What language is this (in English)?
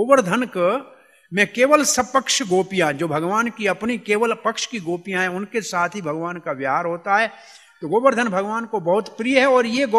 Hindi